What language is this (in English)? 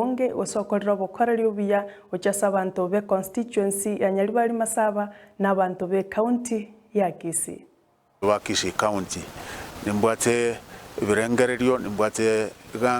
Gusii